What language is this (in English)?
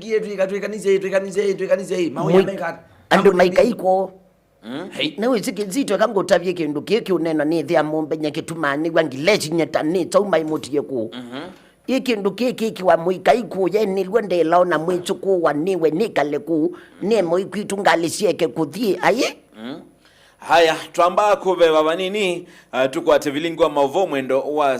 Kamba